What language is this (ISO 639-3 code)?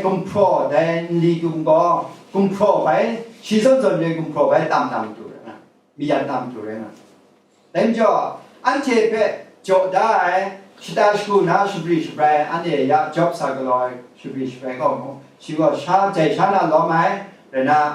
kac